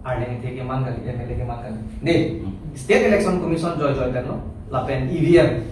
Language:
Karbi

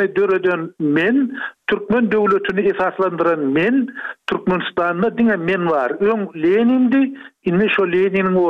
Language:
Turkmen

